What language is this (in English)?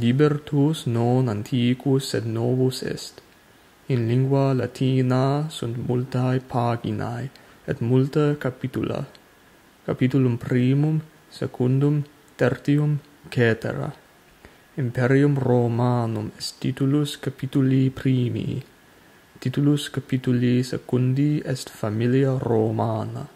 Latin